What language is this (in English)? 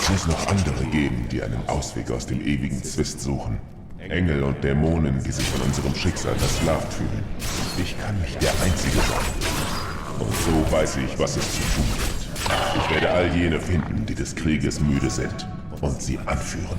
Swiss German